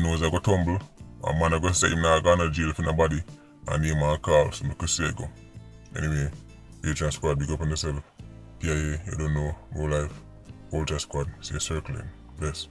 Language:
Jamaican Creole English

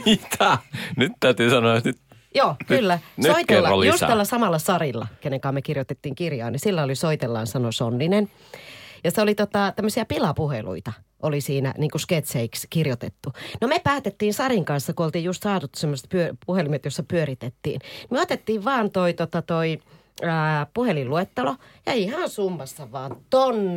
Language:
Finnish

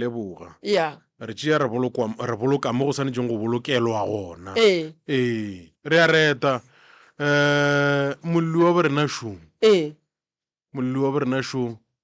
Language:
Northern Sotho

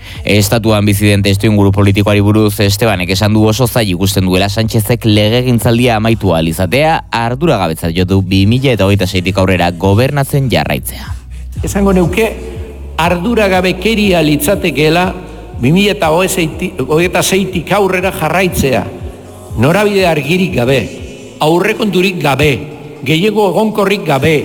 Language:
Basque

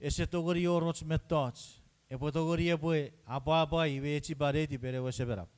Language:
Chuukese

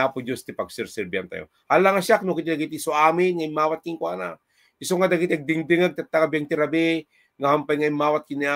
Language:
Iloko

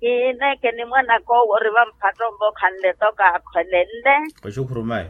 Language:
Makhuwa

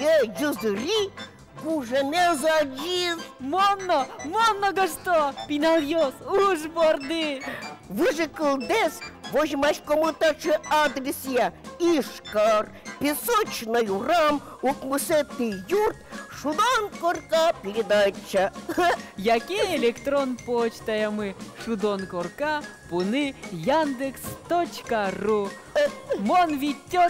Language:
Udmurt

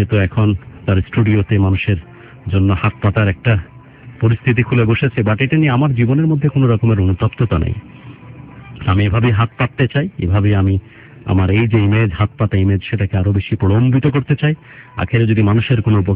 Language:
Bangla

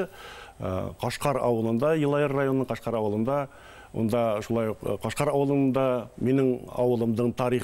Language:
Bashkir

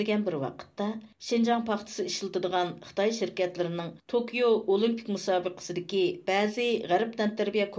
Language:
Uyghur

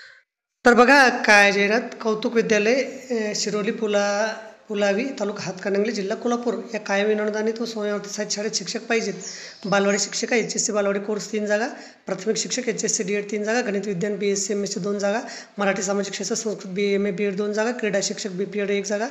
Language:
Marathi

